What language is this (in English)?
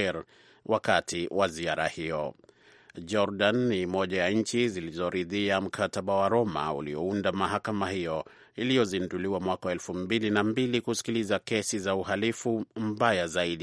Swahili